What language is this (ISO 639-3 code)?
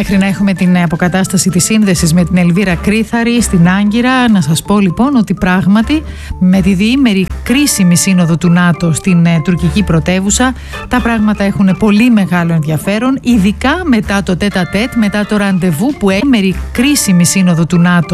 ell